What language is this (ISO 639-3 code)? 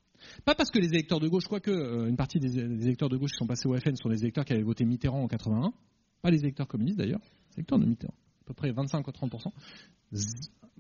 fra